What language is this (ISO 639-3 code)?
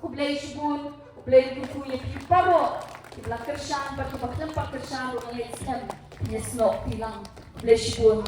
kha